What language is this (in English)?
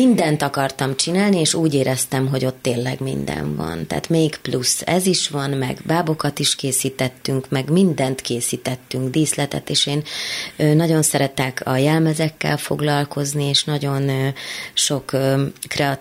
Hungarian